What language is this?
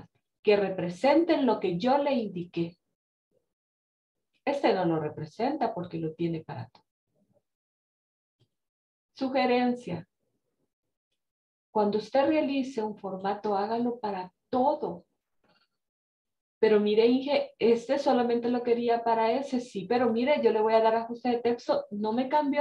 Spanish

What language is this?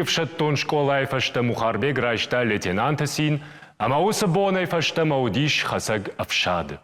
Ossetic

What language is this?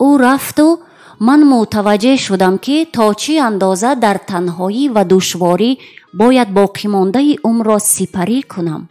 Tajik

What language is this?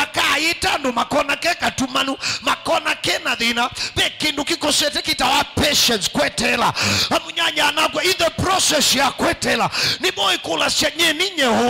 Kamba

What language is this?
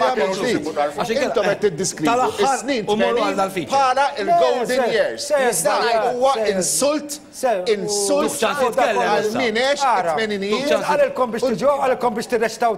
Maltese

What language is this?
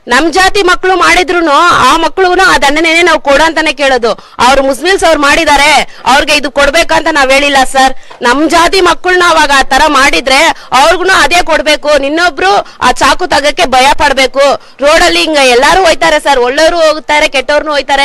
Kannada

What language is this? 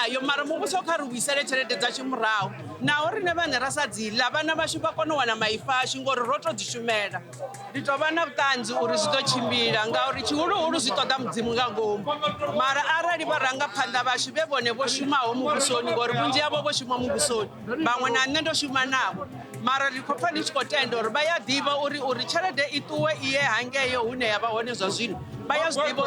Venda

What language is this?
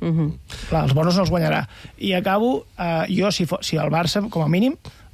Catalan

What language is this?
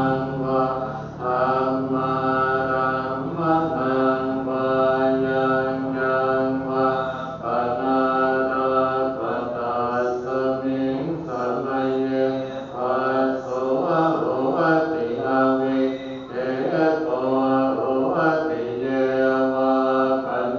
Pali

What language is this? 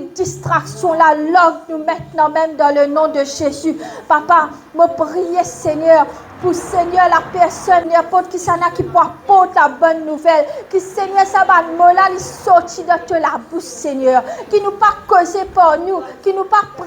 Morisyen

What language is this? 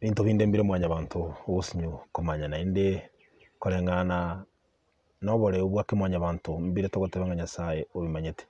Gusii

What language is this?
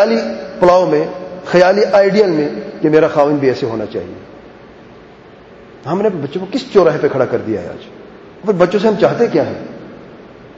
Urdu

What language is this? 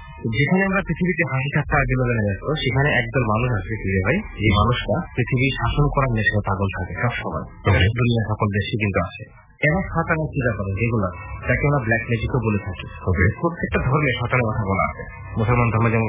Bangla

